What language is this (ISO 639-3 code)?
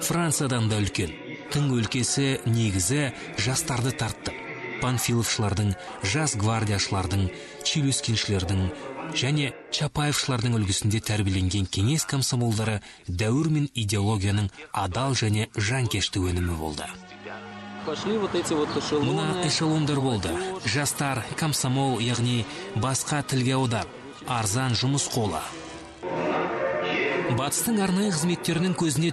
kaz